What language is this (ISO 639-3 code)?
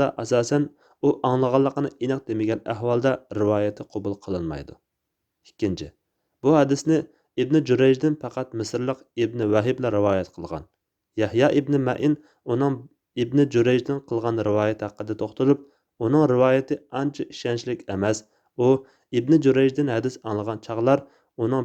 uig